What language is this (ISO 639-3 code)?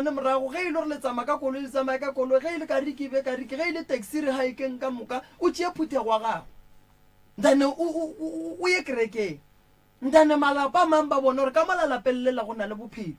nso